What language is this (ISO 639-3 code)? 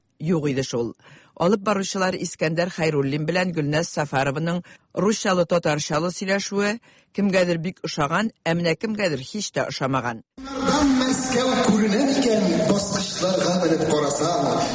tat